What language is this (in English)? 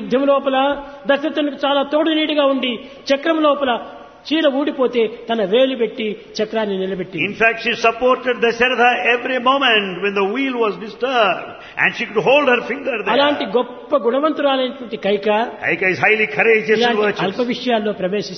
Telugu